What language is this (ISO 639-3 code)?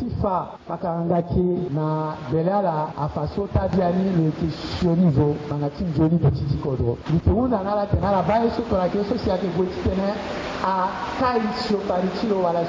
sag